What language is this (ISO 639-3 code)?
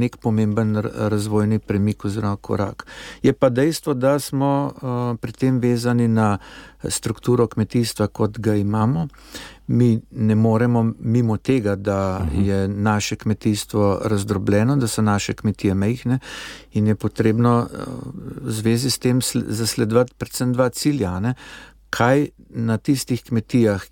slv